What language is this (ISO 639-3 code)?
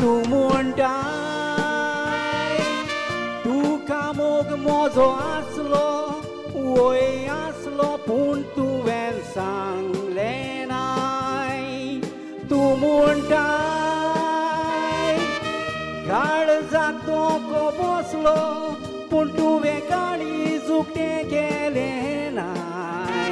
kok